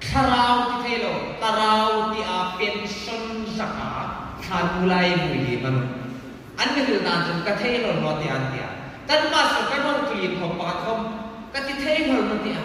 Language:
Hmar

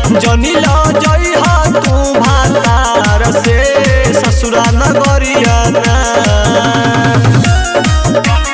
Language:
Bhojpuri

